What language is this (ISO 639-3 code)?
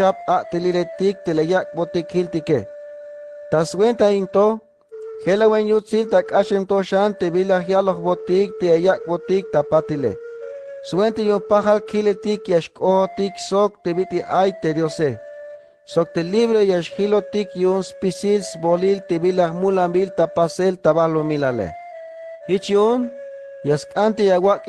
tzh